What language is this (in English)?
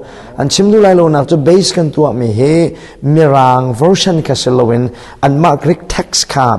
Hakha Chin